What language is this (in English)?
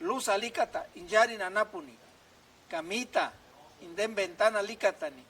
Purepecha